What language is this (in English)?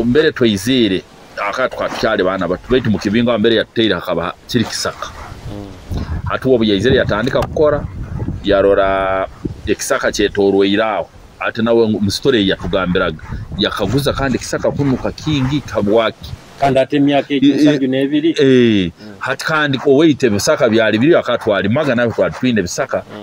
Nyoro